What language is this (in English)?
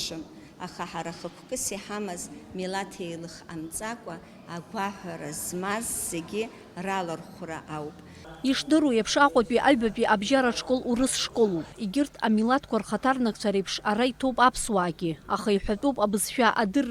Abkhazian